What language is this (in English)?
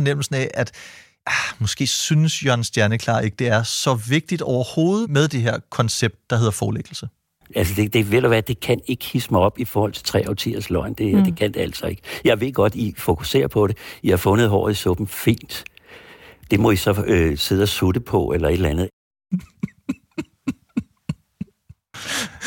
Danish